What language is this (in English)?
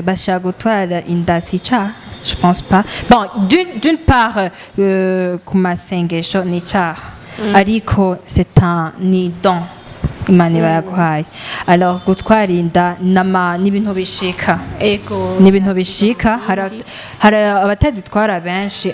Rundi